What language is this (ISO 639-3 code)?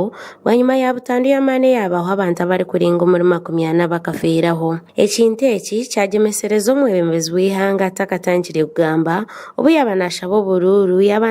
nyn